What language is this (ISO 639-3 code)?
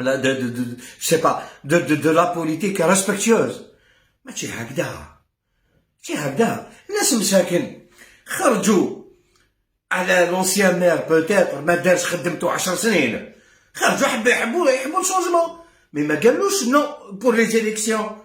arq